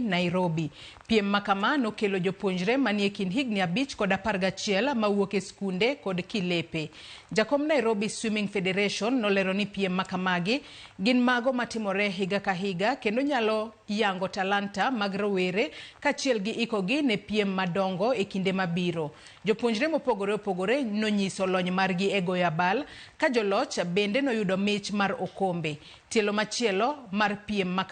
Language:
Luo (Kenya and Tanzania)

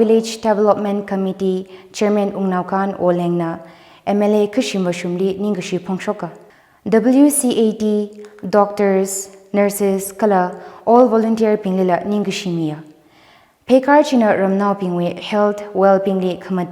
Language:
Tangkhul Naga (India)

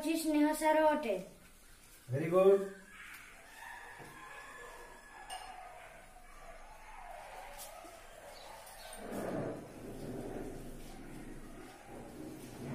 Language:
Odia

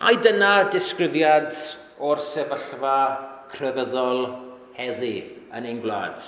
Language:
Welsh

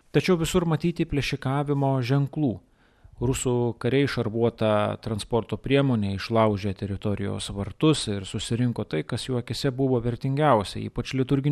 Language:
Lithuanian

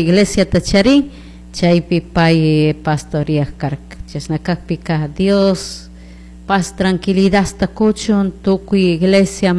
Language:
Chimborazo Highland Quichua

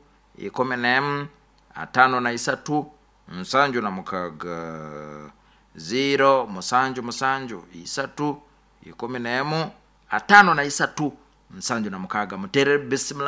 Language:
Nyoro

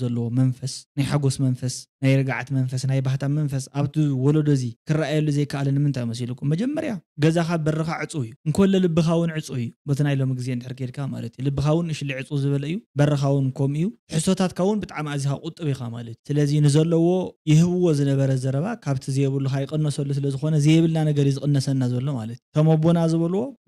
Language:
Tigrinya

